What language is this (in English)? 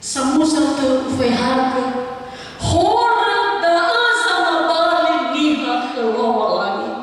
Nias